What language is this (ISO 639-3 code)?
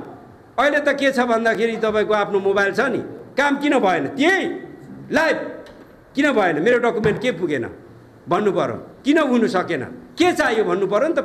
nep